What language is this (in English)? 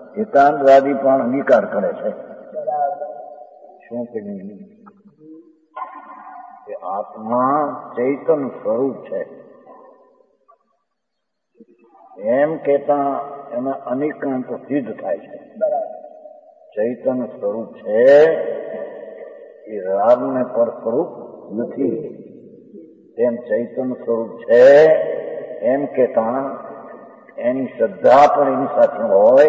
Gujarati